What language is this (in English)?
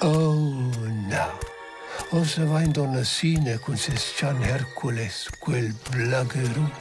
Romansh